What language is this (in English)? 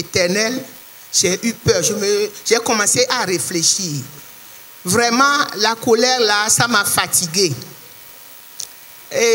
French